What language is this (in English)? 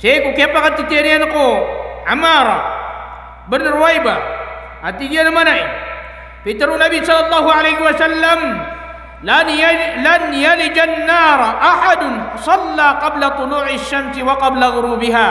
Maranao